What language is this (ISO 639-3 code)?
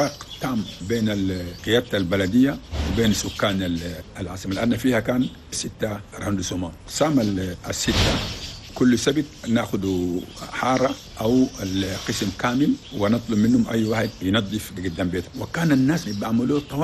shu